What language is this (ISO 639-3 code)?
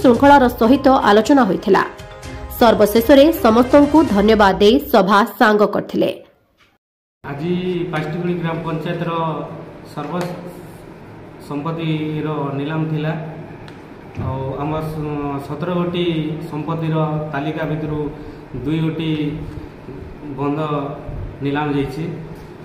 ori